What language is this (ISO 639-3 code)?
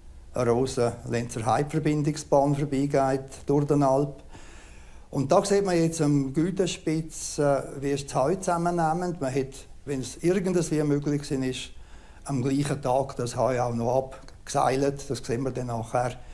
roh